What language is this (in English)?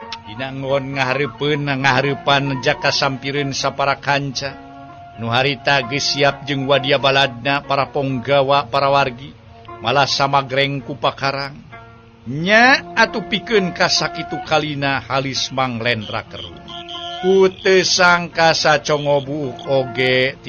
Sundanese